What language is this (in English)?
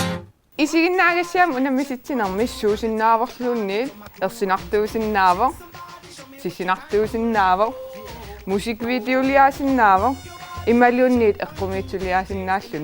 Kalaallisut